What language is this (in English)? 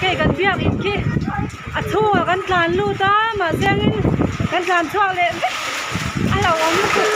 Mizo